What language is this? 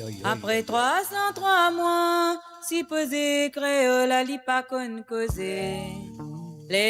Morisyen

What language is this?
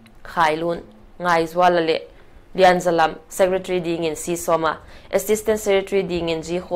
Paite Chin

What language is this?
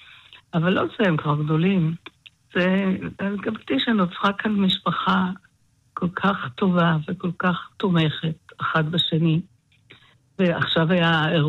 Hebrew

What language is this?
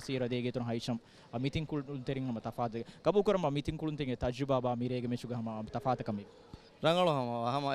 Divehi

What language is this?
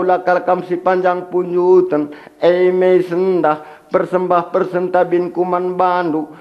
Batak Karo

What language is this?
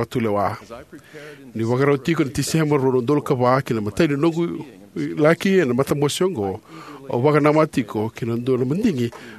Fijian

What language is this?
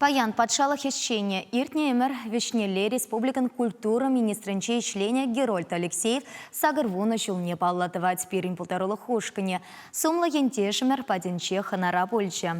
Chuvash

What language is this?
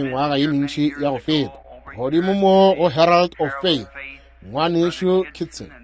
Northern Sotho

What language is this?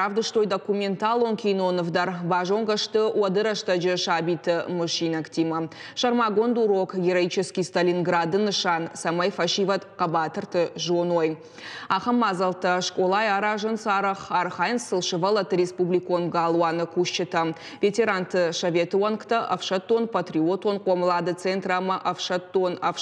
Ossetic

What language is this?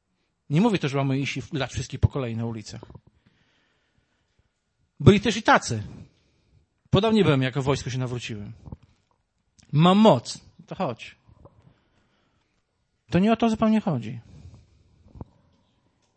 Polish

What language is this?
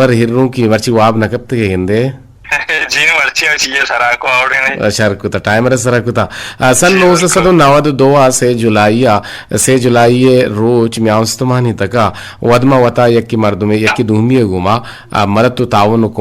Eastern Balochi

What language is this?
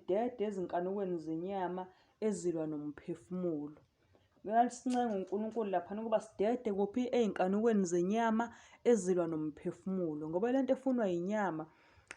Zulu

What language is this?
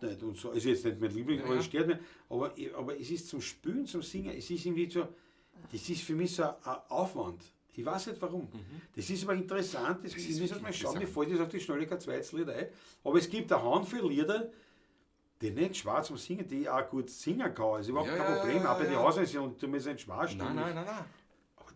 Bavarian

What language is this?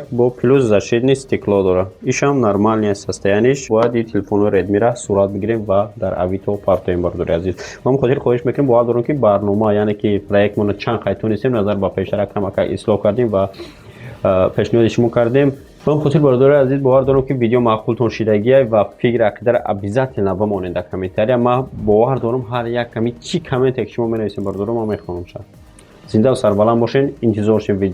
Tajik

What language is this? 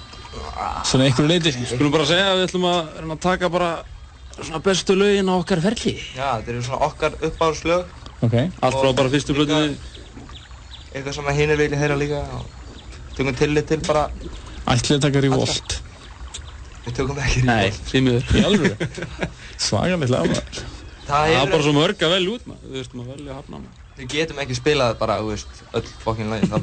Icelandic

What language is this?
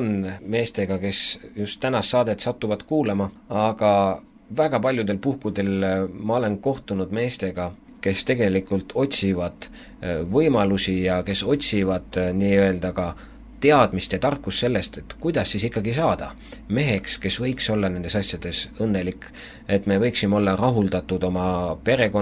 Estonian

